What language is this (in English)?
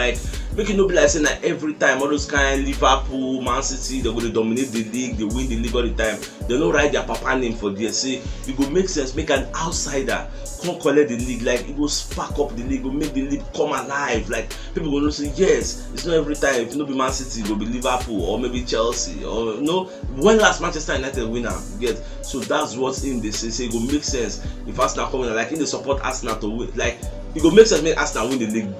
Nigerian Pidgin